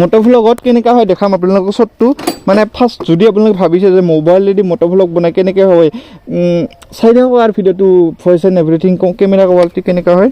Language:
Assamese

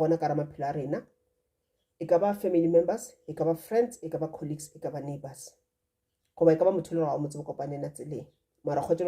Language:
Northern Sotho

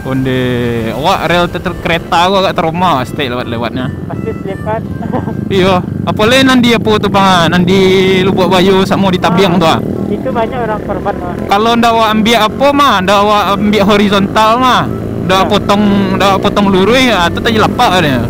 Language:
Minangkabau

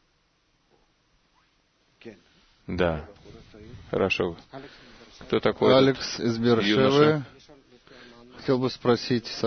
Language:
Russian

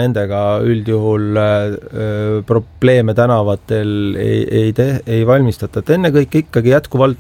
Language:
Estonian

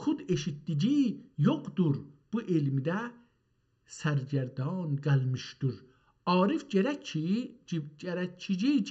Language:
South Azerbaijani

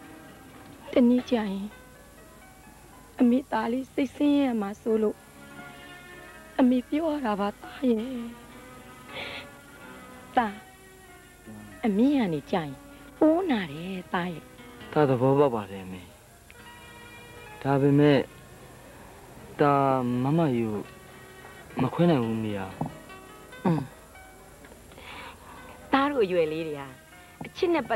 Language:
Burmese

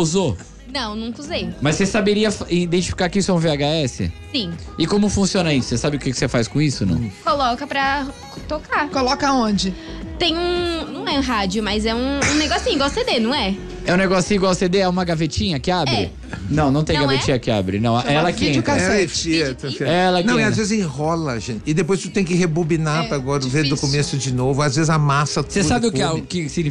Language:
Portuguese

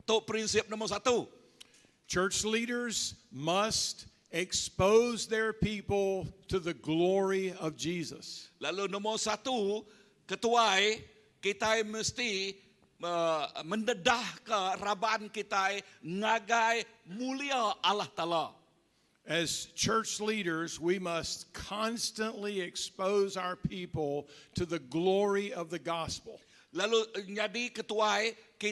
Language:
Iban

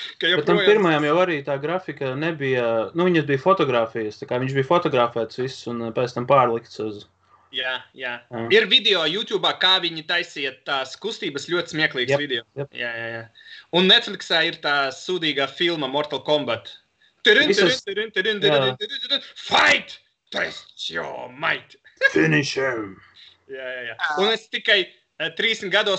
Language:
Latvian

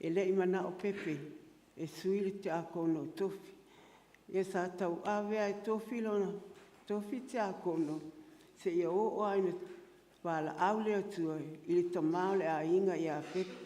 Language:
Samoan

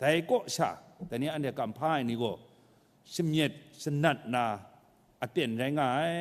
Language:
Kachin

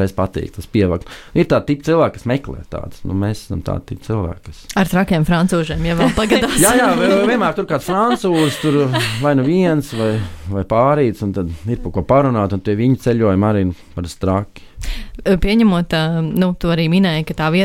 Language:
Latvian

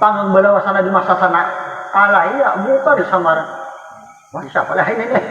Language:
Banjar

